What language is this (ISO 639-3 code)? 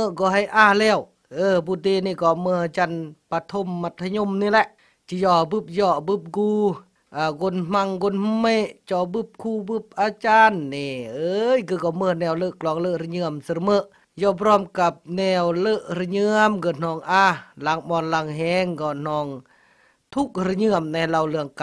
kjg